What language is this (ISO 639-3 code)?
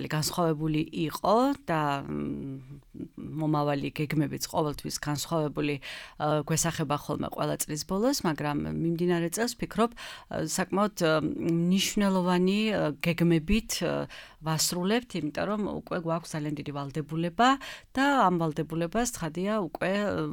kat